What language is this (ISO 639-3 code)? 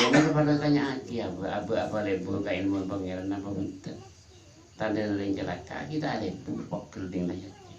mad